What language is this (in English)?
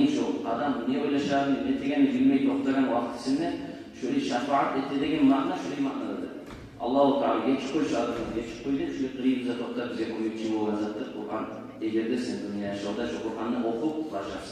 Kumyk